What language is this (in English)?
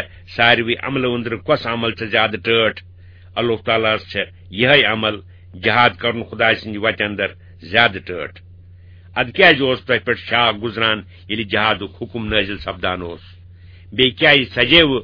Kashmiri